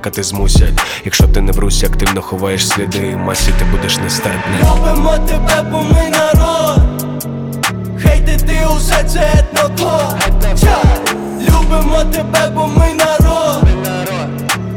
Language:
Ukrainian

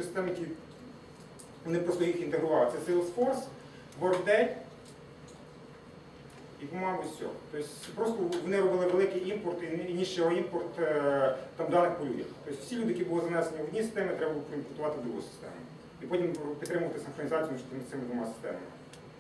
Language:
Ukrainian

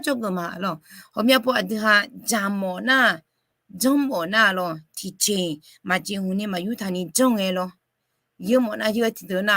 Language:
Akha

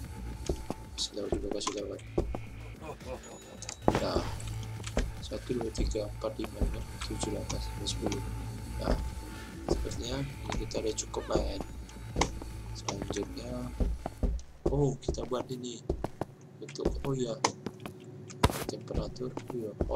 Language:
Indonesian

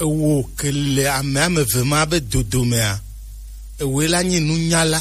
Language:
Gen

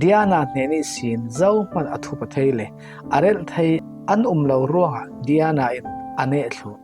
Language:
Falam Chin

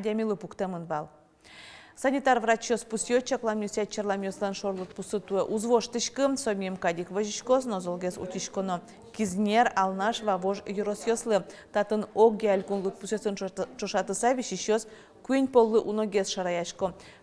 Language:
Udmurt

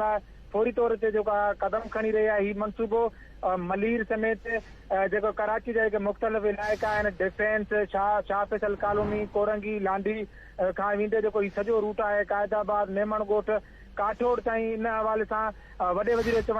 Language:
Sindhi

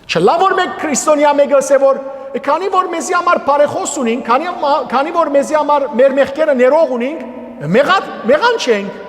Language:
Western Armenian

